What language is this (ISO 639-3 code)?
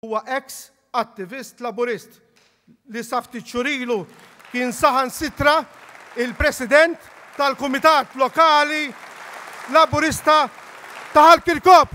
mlt